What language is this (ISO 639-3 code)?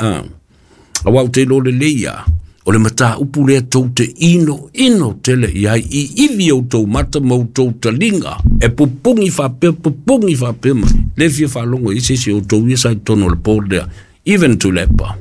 smo